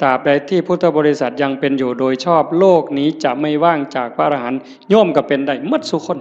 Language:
Northeastern Thai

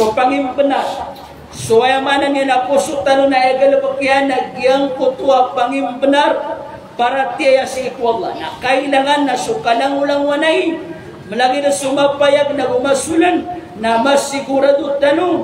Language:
Maranao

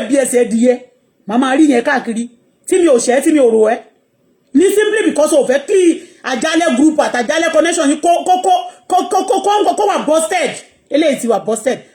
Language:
Yoruba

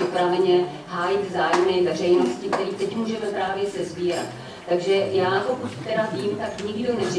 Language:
Czech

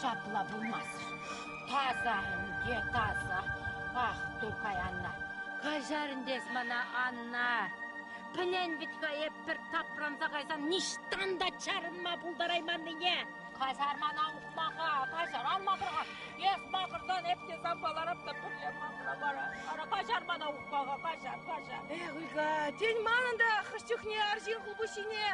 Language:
Chuvash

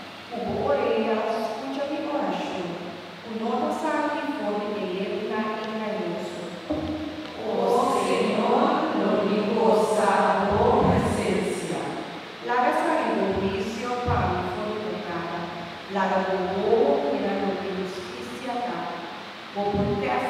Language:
Papiamento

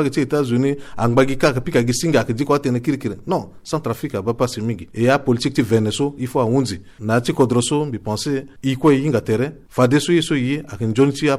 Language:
Sango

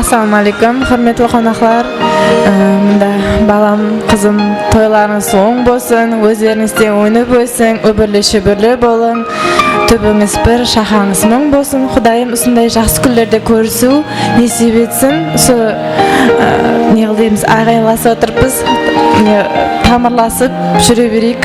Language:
Kara-Kalpak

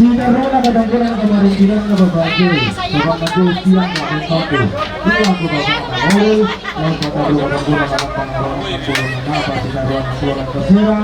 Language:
Toraja-Sa'dan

